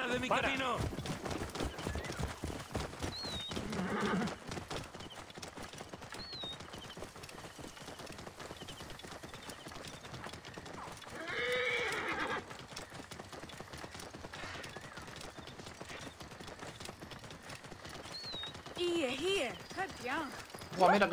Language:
Spanish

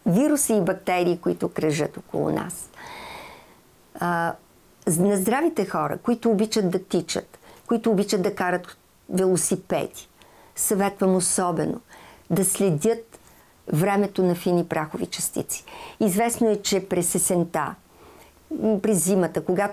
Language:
Bulgarian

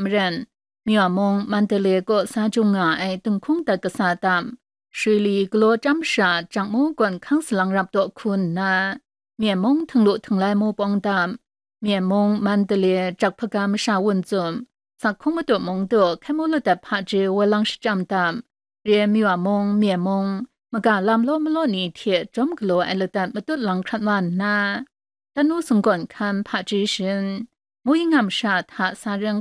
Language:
Kachin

